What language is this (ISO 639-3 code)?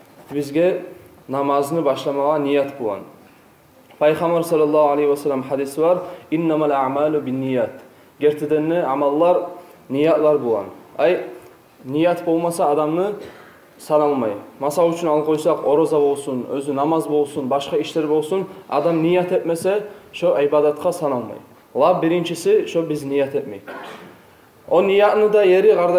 kum